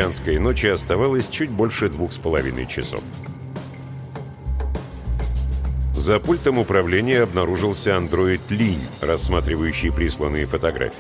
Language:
Russian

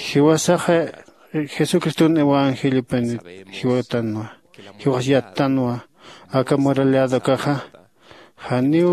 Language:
Aymara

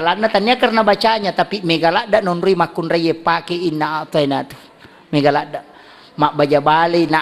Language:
Buginese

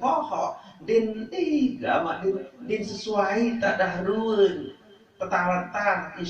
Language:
Sasak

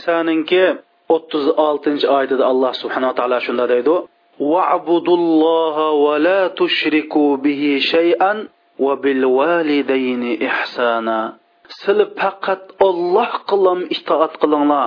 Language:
Uyghur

